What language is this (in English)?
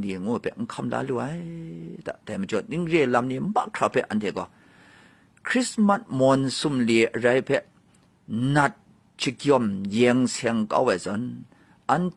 Kachin